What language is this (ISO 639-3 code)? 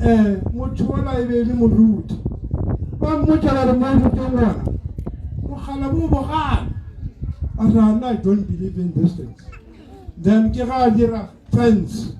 nso